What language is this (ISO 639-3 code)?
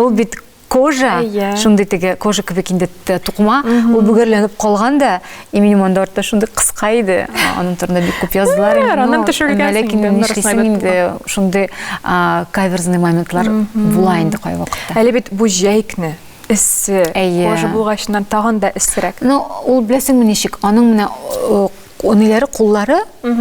tat